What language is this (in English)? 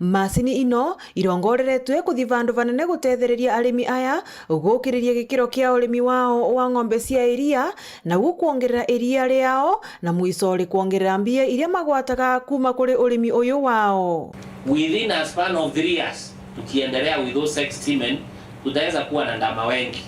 Meru